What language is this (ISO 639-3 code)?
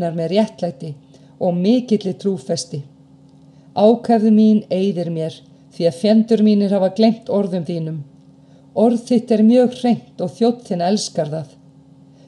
isl